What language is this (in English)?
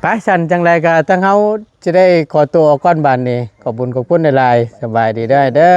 Northeastern Thai